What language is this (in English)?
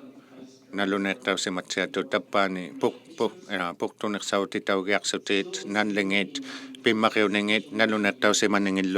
Inuktitut